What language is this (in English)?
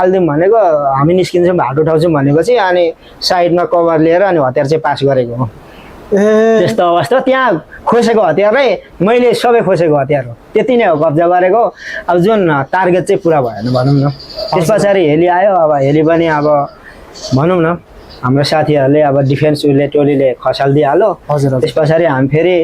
Nepali